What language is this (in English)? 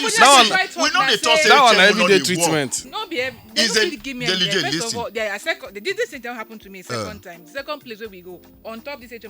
Nigerian Pidgin